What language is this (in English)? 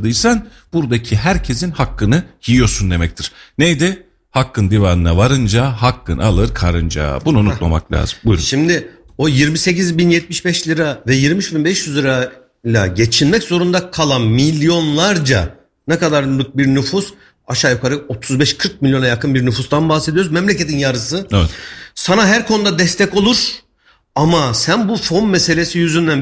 Turkish